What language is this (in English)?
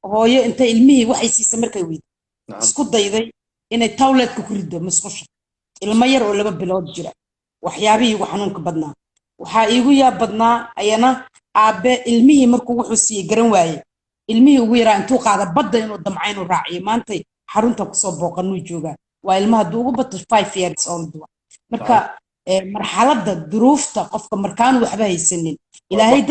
Somali